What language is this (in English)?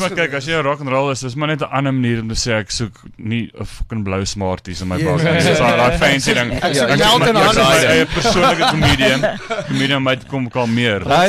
Afrikaans